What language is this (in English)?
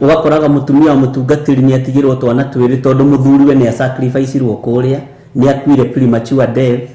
Kikuyu